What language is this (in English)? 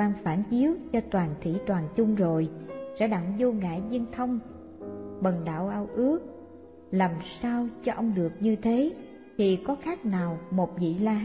Vietnamese